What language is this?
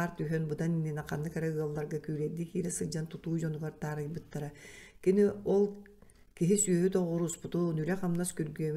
Yakut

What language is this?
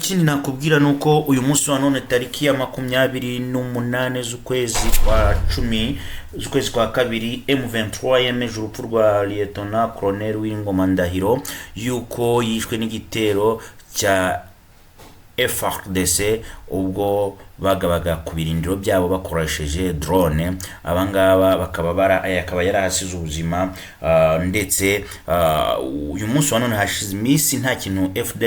Kinyarwanda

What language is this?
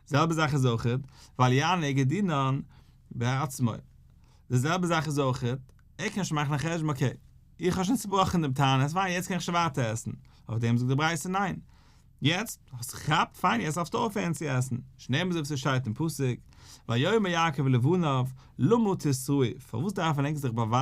Yiddish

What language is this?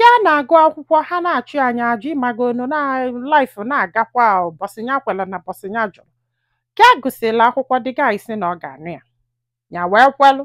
Igbo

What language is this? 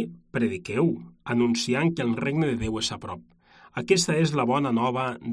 Catalan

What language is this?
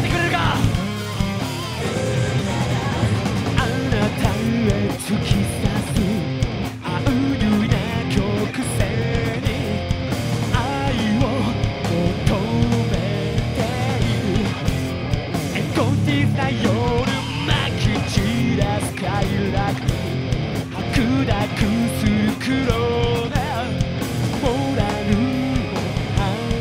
Japanese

